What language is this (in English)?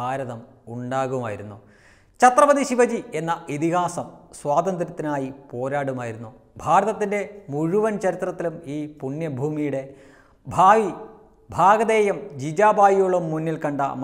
Malayalam